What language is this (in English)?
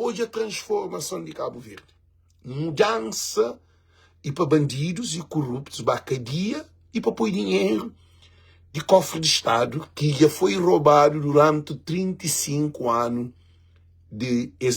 Kabuverdianu